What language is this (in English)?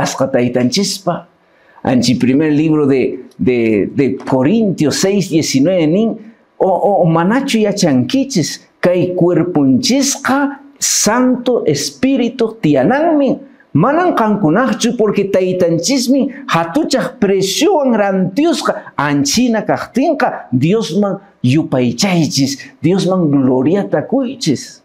Quechua